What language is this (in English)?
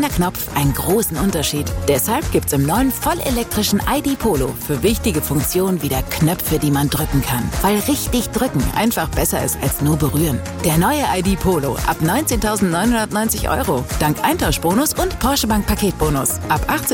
German